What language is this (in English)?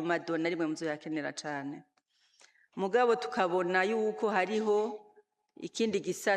Rundi